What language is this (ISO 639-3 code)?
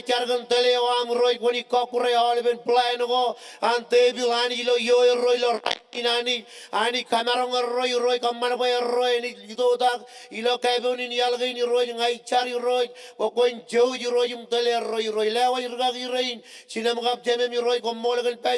mah